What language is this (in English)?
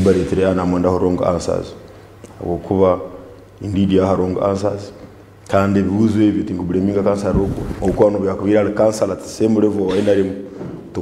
Nyankole